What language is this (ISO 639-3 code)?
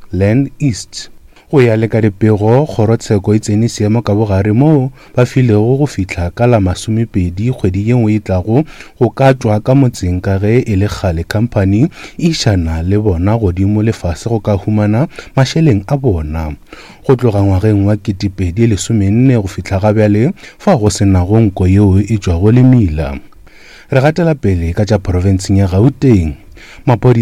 nso